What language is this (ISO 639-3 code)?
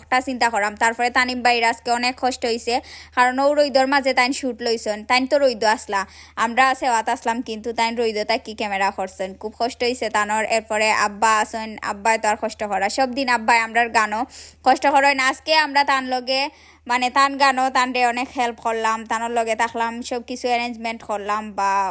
syl